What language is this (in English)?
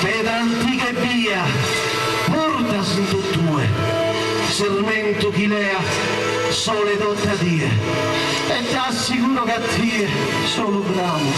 Sardinian